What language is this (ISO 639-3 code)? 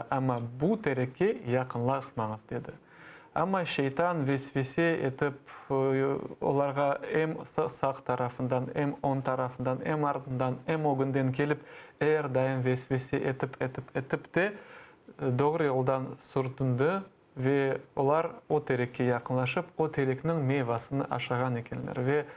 crh